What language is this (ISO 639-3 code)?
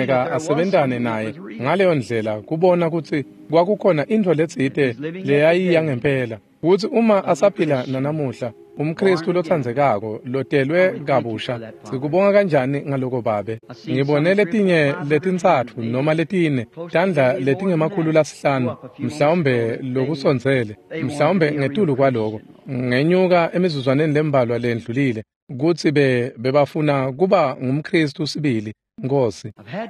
ssw